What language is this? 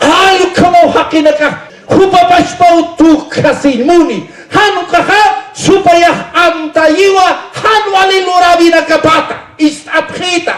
Aymara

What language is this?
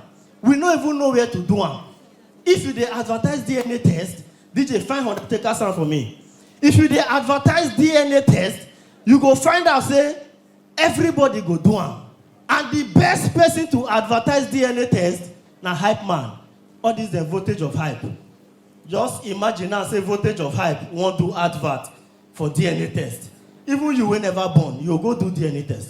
Nigerian Pidgin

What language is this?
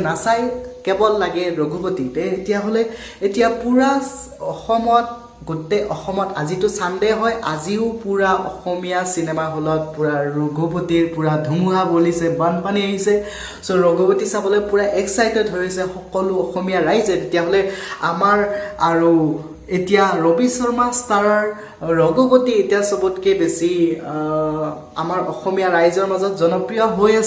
Assamese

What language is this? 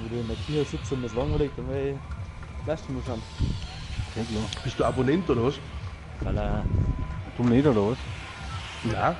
Bavarian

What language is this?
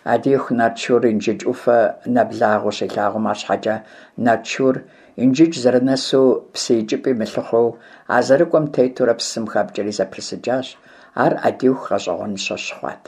Kabardian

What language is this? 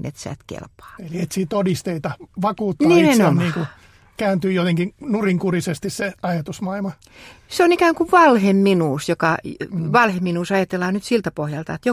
Finnish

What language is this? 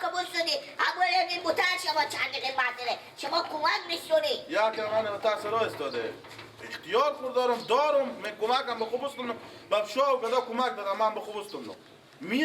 Persian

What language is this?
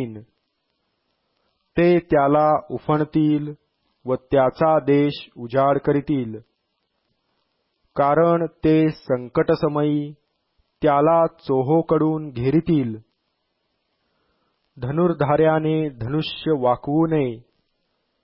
Marathi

